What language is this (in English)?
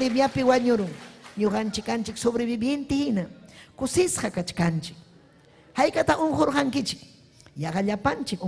Ayacucho Quechua